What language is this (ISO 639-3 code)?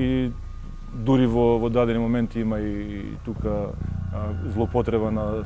mkd